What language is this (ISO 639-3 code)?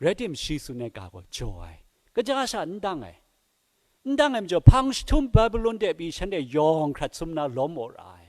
kac